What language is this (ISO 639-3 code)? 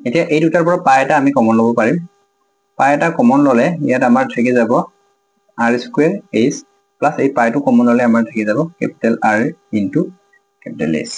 asm